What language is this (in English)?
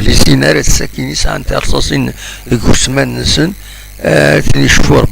Kabyle